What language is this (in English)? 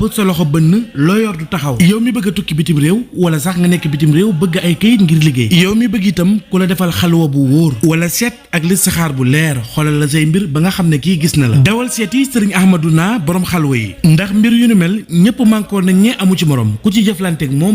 Wolof